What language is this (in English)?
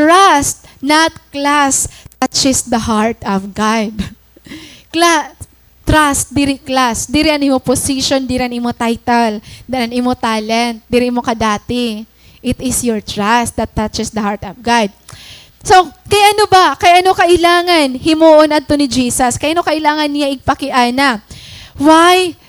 Waray